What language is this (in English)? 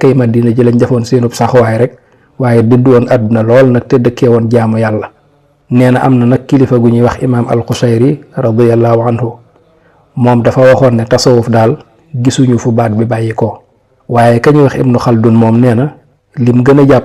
Wolof